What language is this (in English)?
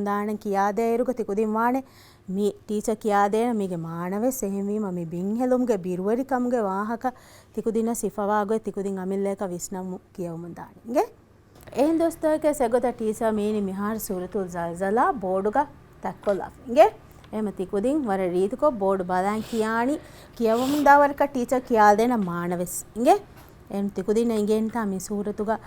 Divehi